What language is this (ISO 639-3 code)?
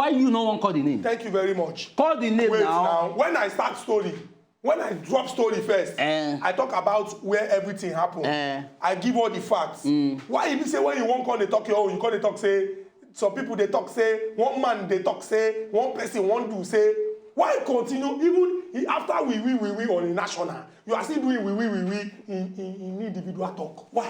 pcm